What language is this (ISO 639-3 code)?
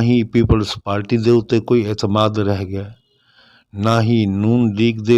skr